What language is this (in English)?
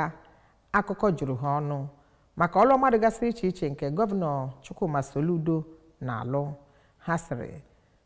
Igbo